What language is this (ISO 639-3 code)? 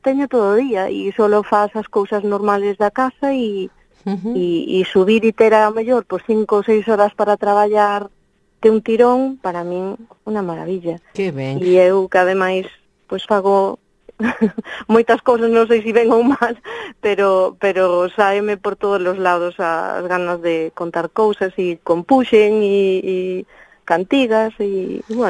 glg